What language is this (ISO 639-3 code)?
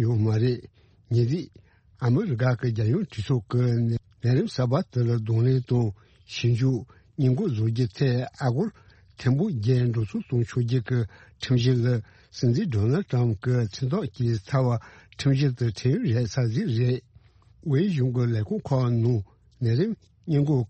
bod